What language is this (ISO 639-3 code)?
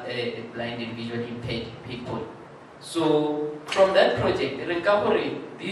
tsn